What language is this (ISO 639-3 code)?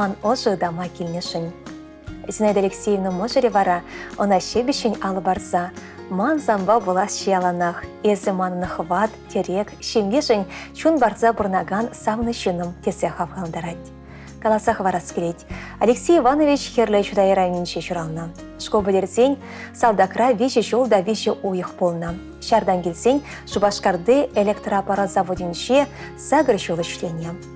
chv